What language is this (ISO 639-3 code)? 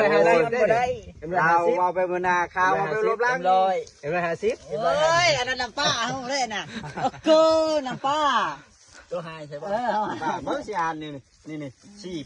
tts